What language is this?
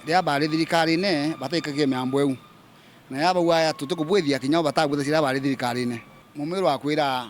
Meru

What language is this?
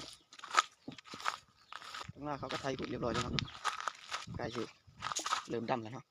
Lao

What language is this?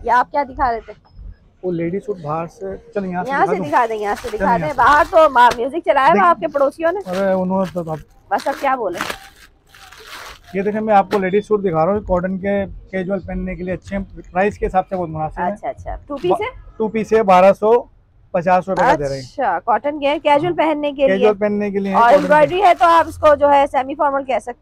Hindi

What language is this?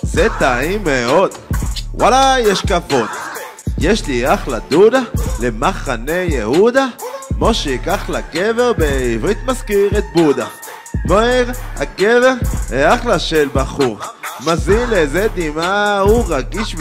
Hebrew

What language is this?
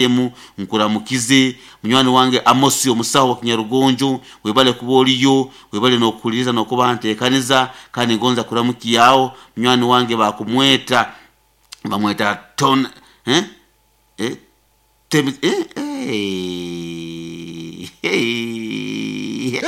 Nyoro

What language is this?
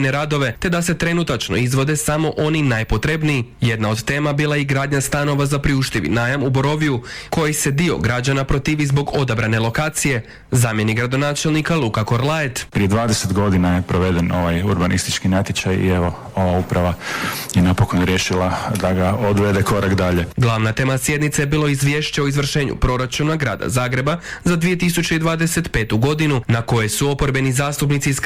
Croatian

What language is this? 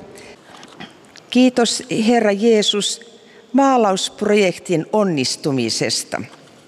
Finnish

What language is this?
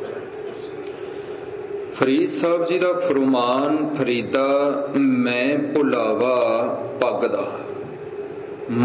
Punjabi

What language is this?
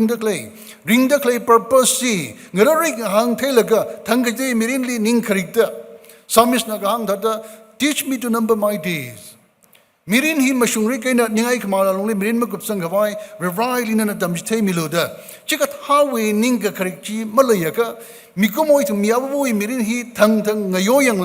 Tangkhul Naga (India)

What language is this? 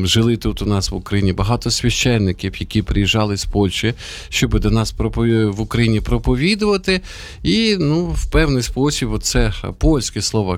Ukrainian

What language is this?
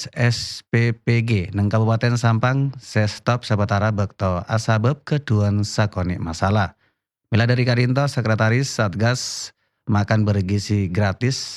Madurese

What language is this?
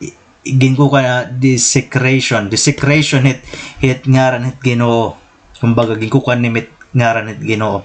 Waray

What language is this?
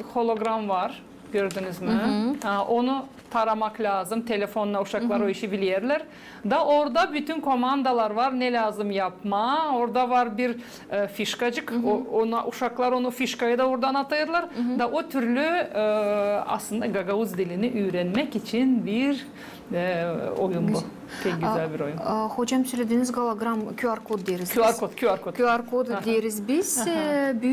Gagauz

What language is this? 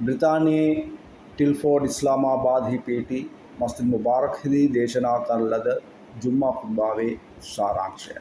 Sinhala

